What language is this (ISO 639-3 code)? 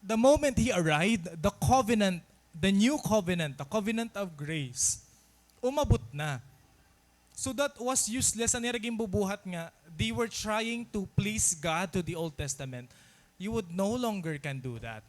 war